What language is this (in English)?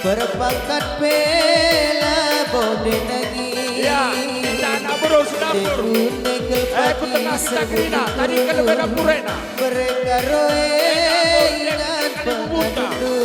Batak Karo